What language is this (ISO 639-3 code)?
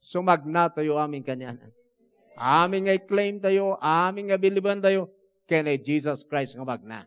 ilo